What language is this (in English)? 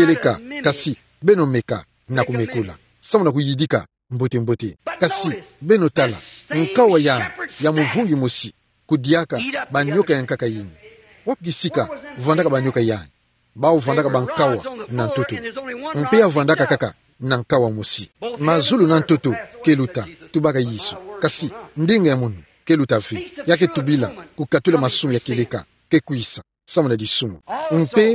Kituba (Democratic Republic of Congo)